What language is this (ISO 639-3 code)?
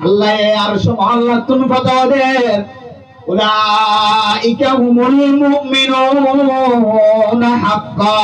rhg